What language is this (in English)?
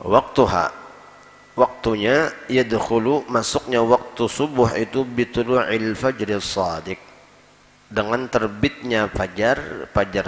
Banjar